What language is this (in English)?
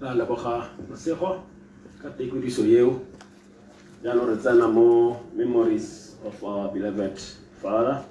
Tswana